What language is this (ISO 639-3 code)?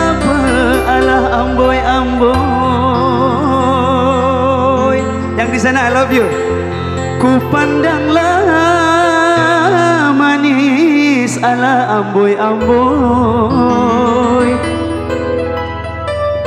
msa